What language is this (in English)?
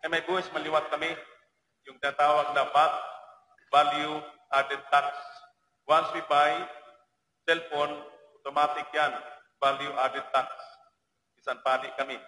Waray